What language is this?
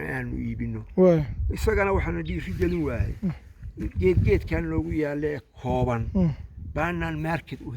Somali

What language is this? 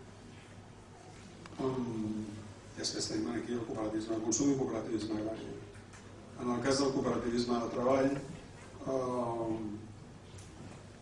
Catalan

